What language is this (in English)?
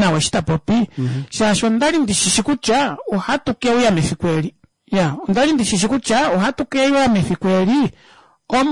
Kuanyama